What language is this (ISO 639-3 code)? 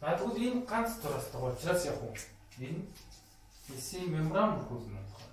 mon